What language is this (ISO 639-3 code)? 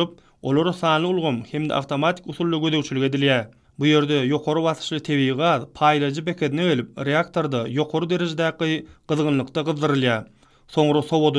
tuk